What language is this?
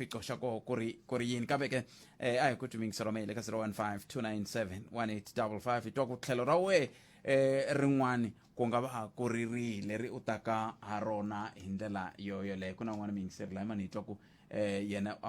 Tsonga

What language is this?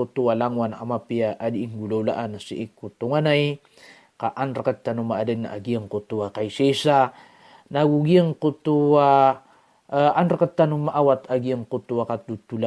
Maranao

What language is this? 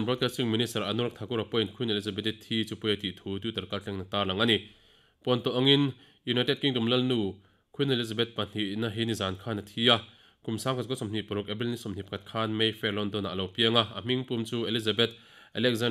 Mizo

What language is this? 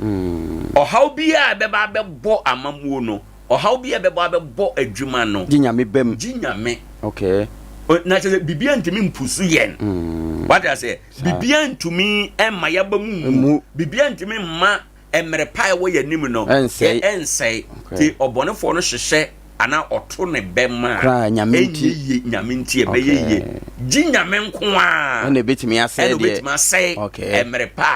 Akan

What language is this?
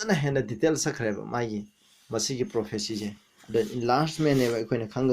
Manipuri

